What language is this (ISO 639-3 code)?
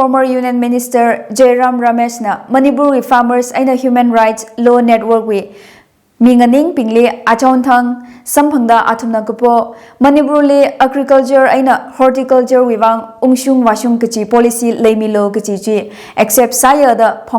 nmf